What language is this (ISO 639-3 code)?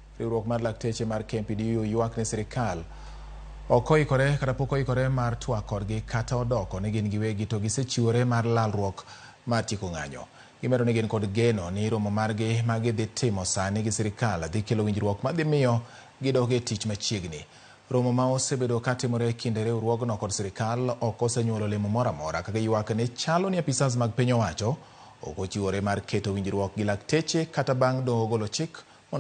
luo